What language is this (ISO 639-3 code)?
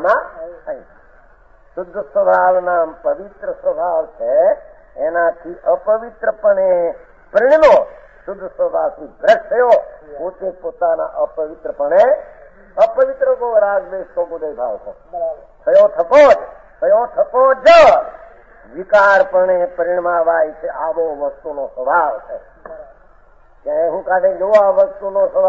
guj